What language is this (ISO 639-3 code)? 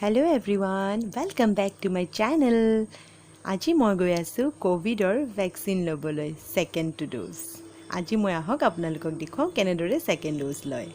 asm